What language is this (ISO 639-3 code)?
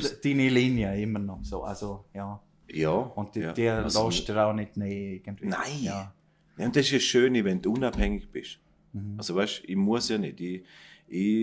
gsw